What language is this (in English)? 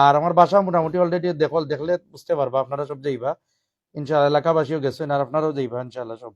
Sylheti